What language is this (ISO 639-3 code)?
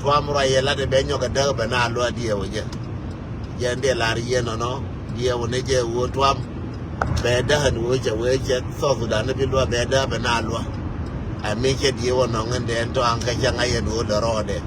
nus